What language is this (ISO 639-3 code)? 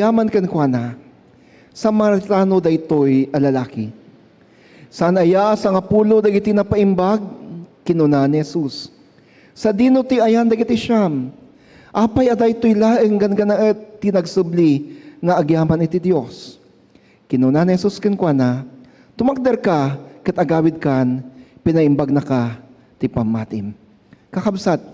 ilo